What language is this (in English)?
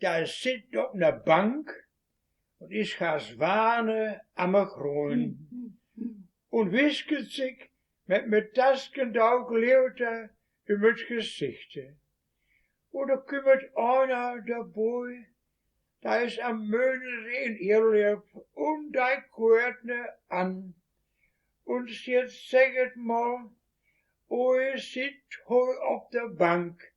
Westphalien